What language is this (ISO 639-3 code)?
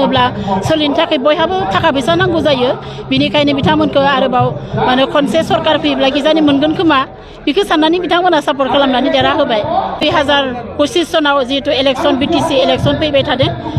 brx